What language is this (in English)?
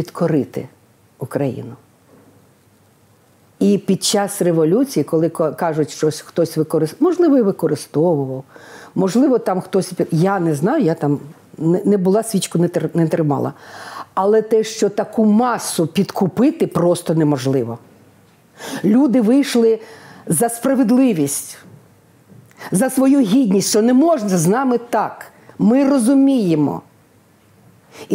Ukrainian